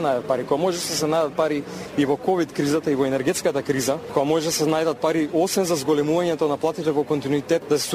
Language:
Macedonian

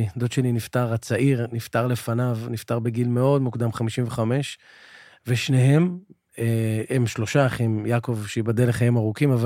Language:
Hebrew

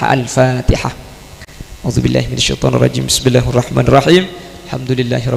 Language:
Madurese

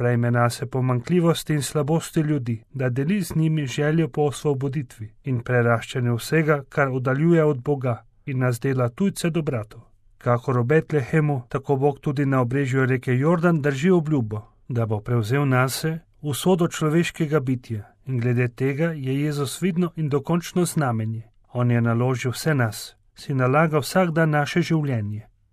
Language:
Slovenian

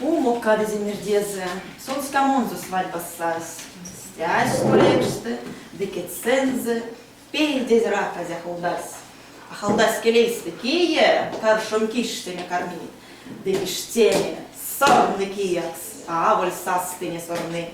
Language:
Erzya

